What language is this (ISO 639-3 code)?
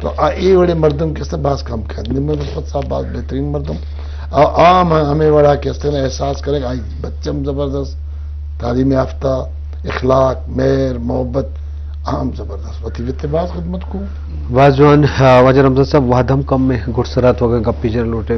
bgp